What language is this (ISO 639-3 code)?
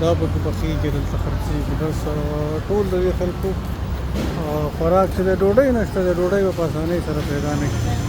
pus